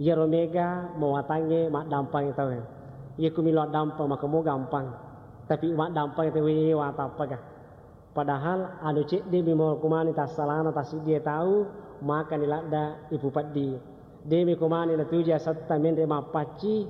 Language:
Buginese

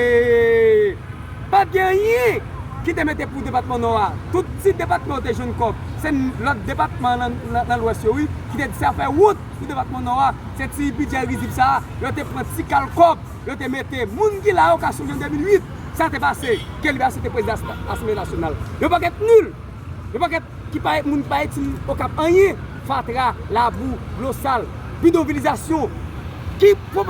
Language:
Haitian Creole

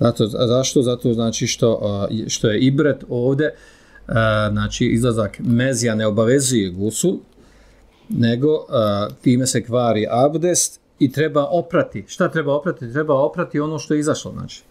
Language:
Bosnian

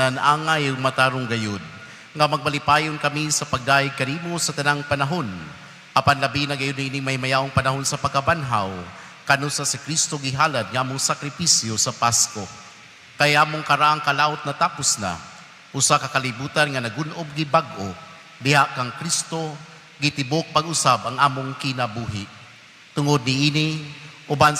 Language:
Cebuano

